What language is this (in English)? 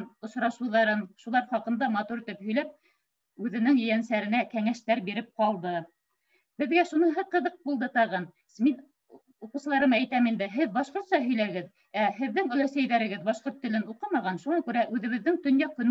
Bashkir